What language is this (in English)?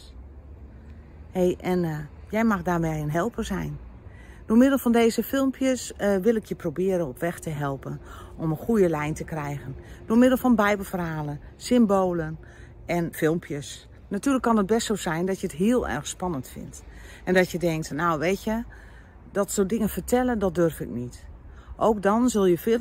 Dutch